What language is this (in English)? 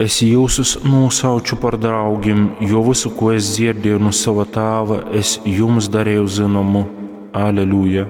Latgalian